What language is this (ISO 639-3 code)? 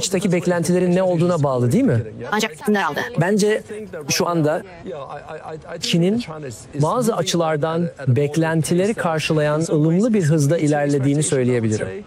tur